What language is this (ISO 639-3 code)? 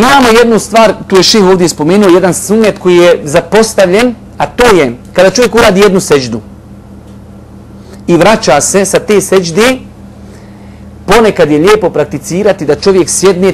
bos